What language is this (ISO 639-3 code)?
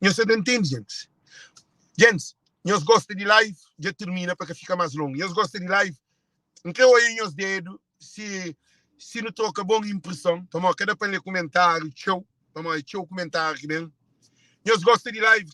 kea